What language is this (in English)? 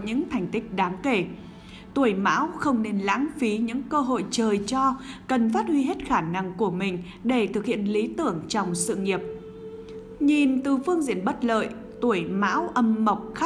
Vietnamese